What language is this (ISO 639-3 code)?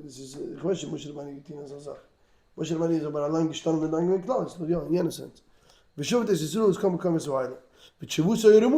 yid